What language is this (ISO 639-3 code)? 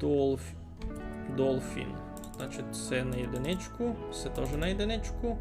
rue